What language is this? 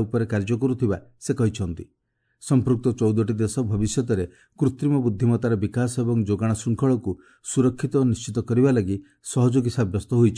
Odia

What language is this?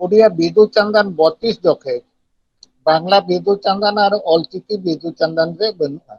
Santali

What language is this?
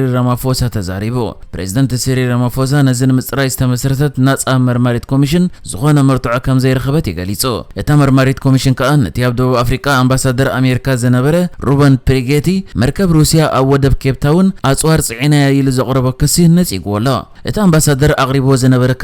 Tigrinya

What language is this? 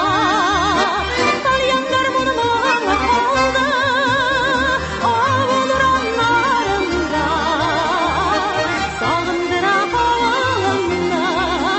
Tatar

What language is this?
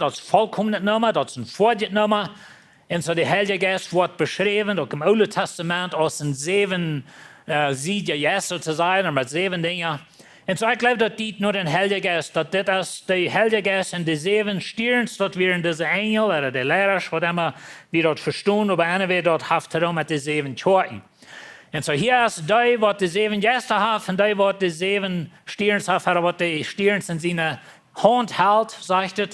Plautdietsch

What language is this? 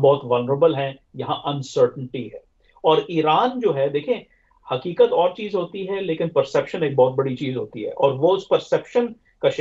Urdu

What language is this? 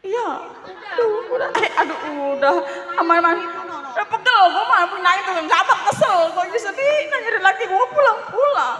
Betawi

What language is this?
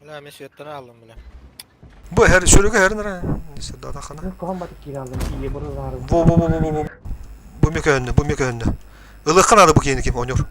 Yakut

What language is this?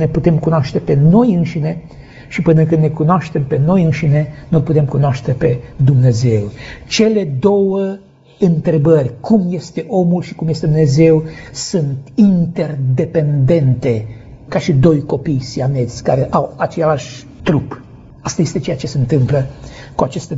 Romanian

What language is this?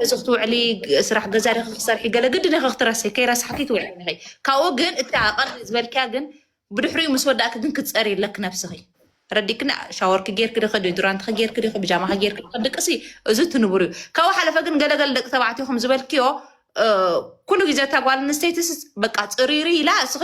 Tigrinya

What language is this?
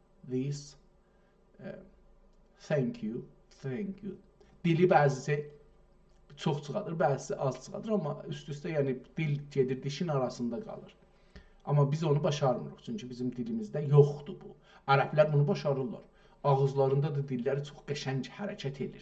South Azerbaijani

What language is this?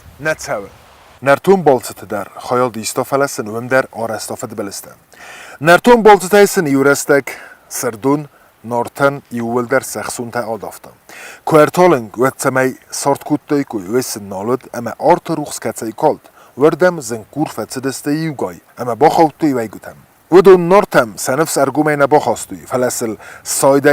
Ossetic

